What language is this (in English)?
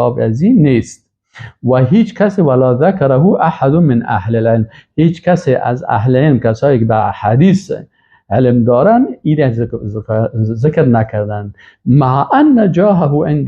Persian